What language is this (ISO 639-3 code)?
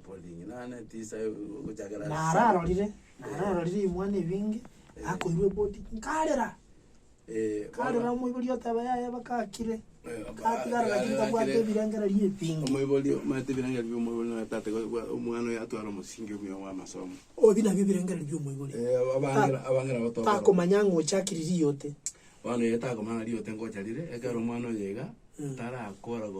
guz